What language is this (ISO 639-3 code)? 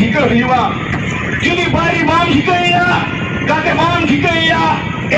sat